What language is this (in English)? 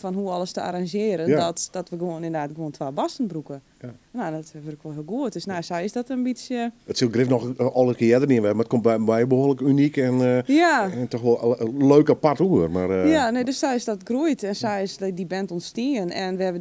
Western Frisian